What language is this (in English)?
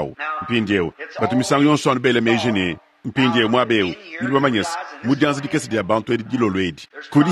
Luba-Lulua